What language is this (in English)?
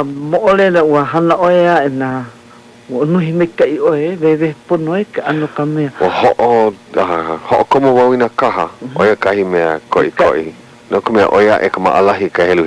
Hawaiian